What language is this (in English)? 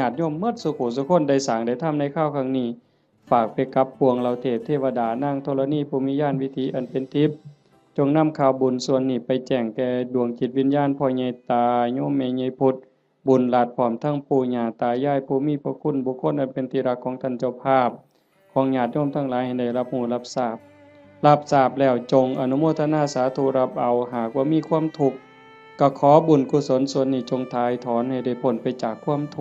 Northeastern Thai